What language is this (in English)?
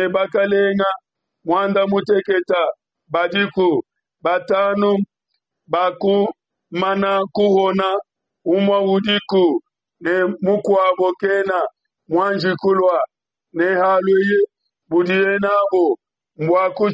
Luba-Lulua